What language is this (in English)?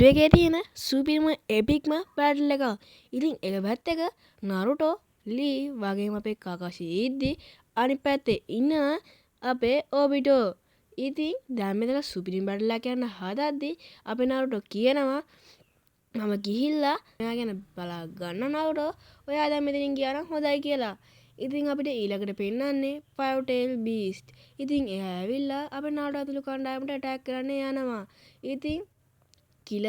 Sinhala